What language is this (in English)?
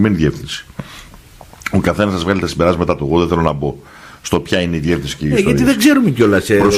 Greek